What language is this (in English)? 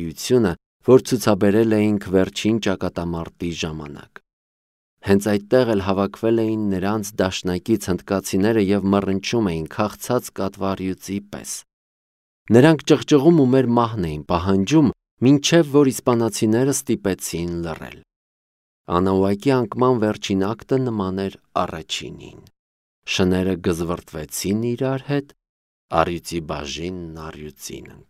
Armenian